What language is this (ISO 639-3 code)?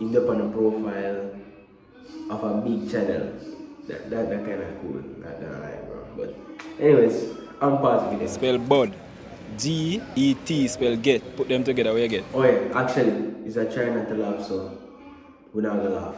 jam